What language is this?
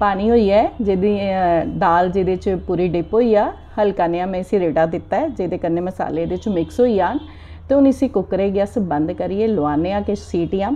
Dogri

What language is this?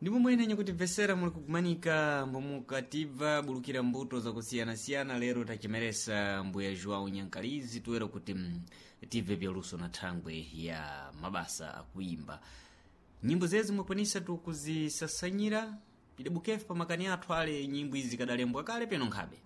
Sena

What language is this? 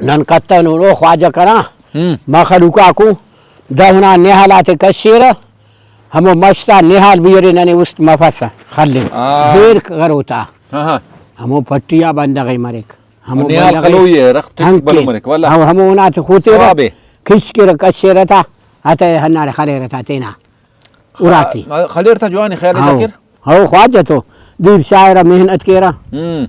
Brahui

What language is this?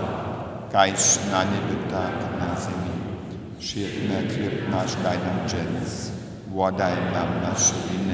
Upper Sorbian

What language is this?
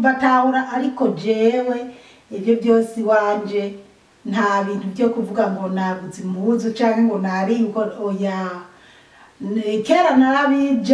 Rundi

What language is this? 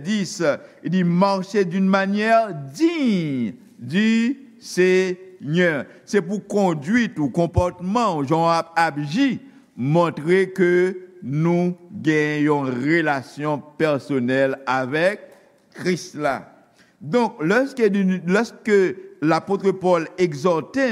Haitian Creole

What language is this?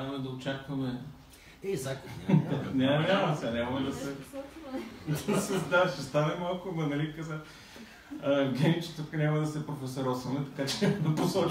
Bulgarian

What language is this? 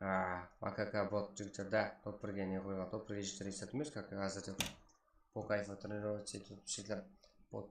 Kara-Kalpak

